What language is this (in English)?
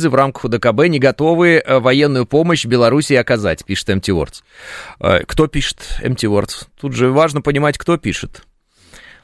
Russian